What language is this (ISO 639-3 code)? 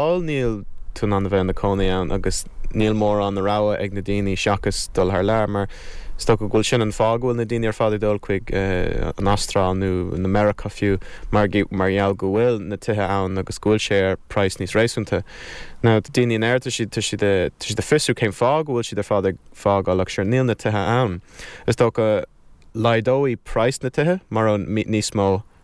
gle